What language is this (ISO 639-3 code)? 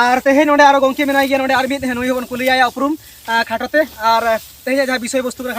sat